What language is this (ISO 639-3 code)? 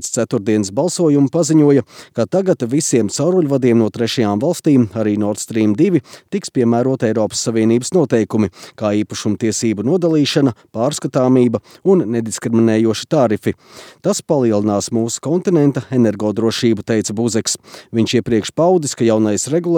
lav